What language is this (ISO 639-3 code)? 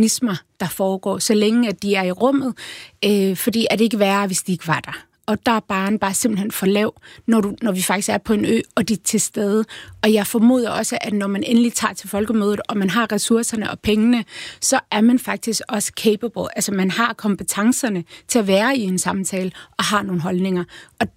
dan